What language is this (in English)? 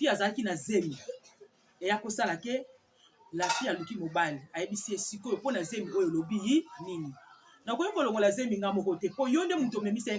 Lingala